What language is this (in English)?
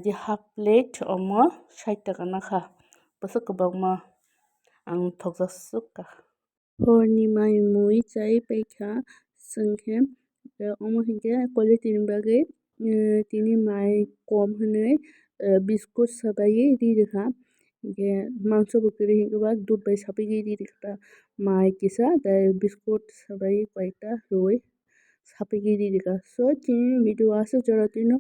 Kok Borok